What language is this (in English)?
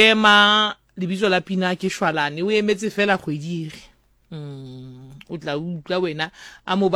Southern Sotho